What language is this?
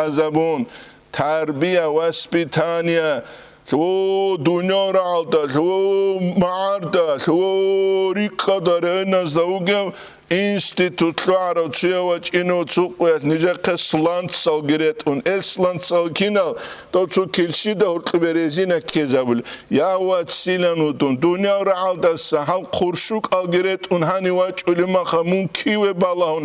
Avaric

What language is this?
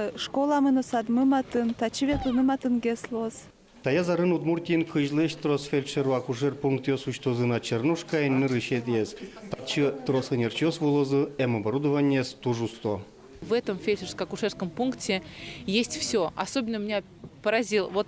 Udmurt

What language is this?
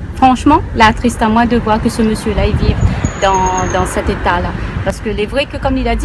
Réunion Creole French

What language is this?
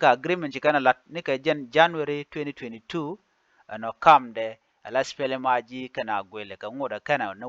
Nuer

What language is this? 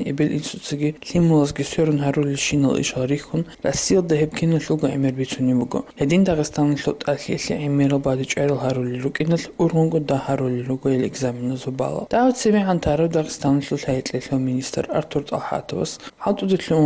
Avaric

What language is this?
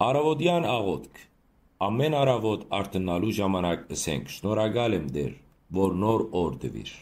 Western Armenian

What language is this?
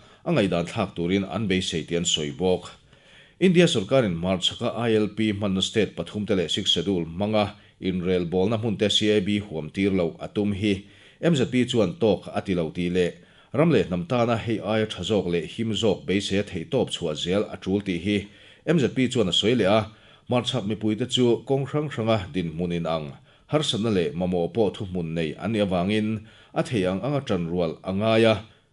Mizo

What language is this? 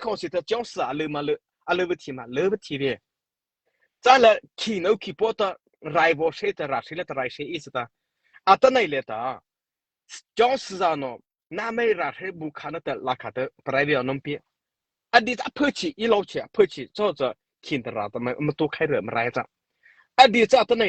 Mara Chin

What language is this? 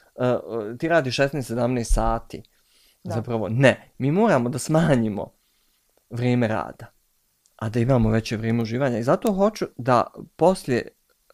Bosnian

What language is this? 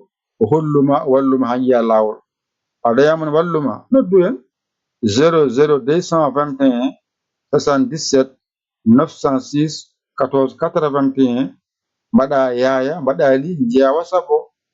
Fula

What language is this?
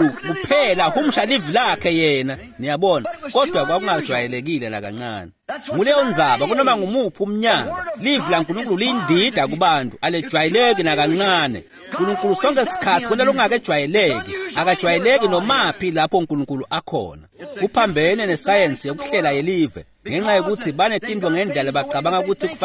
Swati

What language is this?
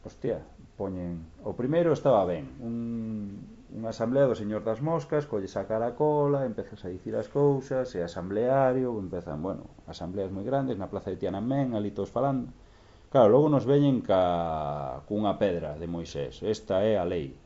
Galician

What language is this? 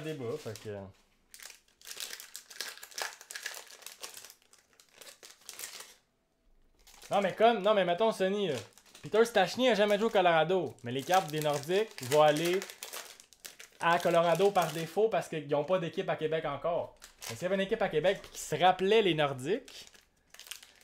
French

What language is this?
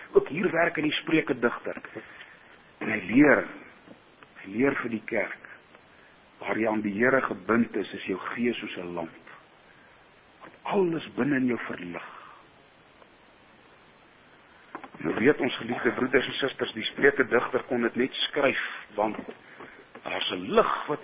Afrikaans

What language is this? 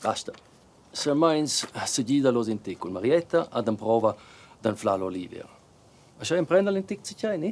Romansh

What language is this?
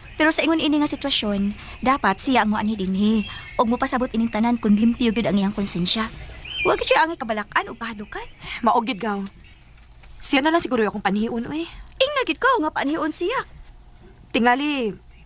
Cebuano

